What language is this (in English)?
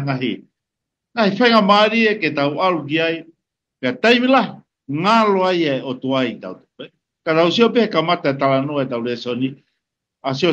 Tongan